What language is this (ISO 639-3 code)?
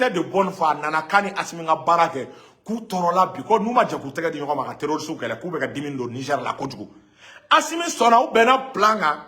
bam